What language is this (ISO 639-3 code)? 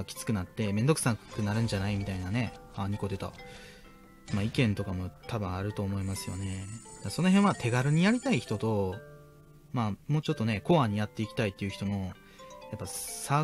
jpn